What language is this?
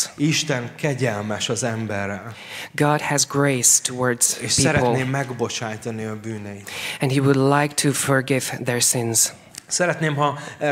Hungarian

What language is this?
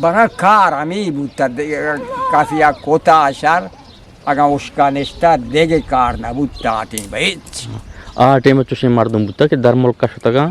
Eastern Balochi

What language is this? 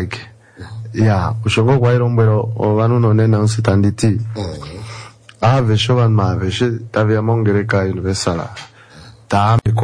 Swahili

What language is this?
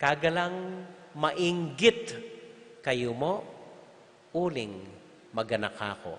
Pampanga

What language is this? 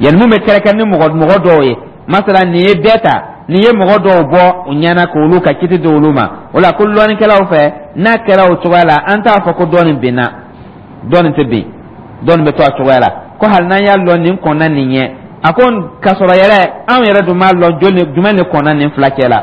Dyula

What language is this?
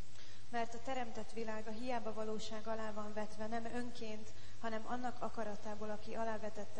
Hungarian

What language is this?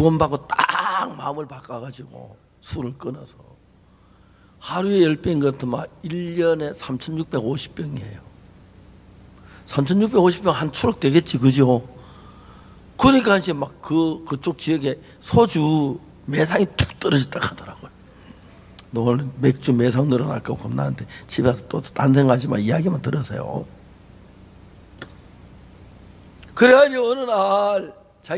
Korean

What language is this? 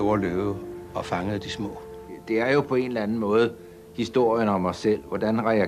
Danish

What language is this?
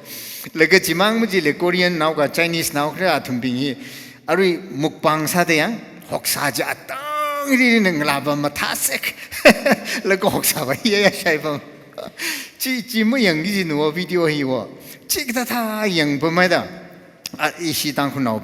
Tangkhul Naga (India)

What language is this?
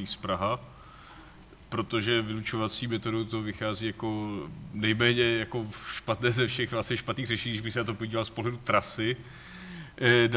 Czech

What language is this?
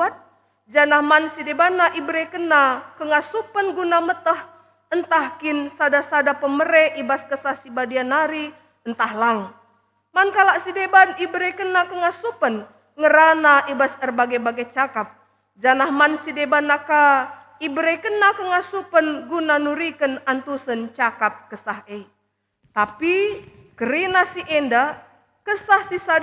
Batak Karo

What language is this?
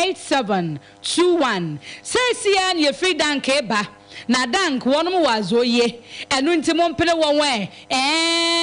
Akan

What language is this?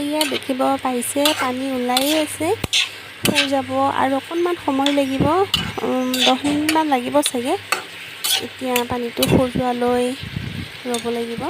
Assamese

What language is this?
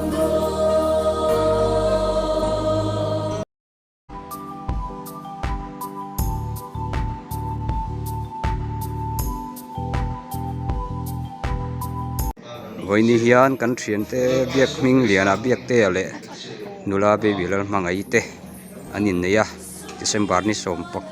Mizo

